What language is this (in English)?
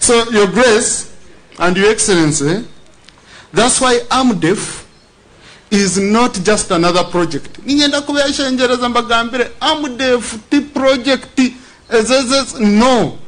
Nyankole